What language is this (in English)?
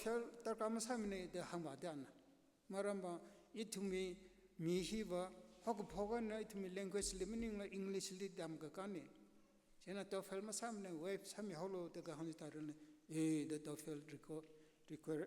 Tangkhul Naga (India)